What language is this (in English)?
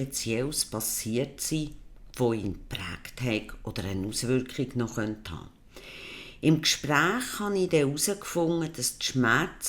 Swiss German